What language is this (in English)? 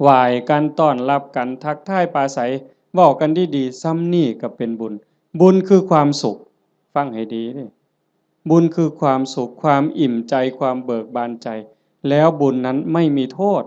Northeastern Thai